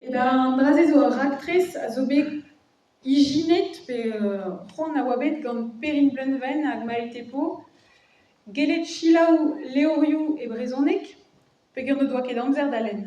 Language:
Breton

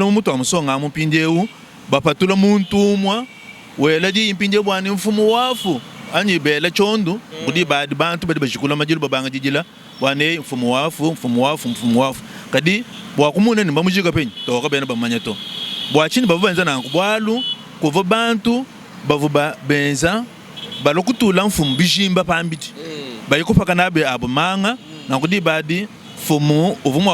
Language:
Luba-Lulua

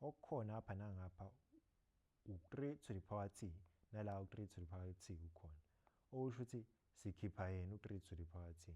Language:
Zulu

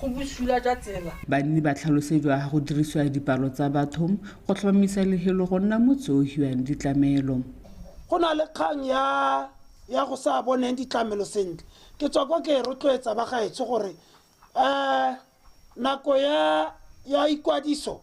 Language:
Tswana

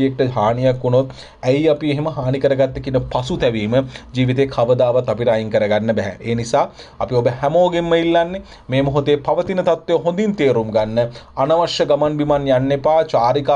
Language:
Sinhala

